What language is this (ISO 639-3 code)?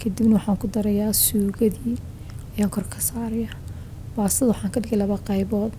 som